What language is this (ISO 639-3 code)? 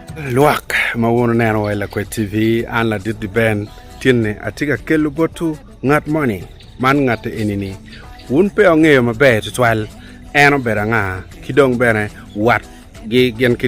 ach